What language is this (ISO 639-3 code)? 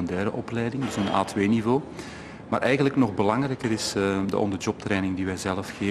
nld